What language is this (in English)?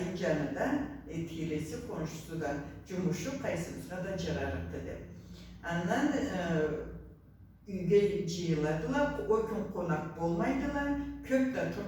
Karachay-Balkar